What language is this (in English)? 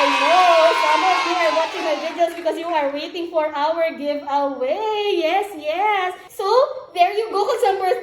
Hiligaynon